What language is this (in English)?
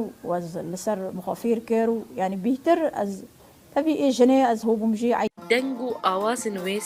Kurdish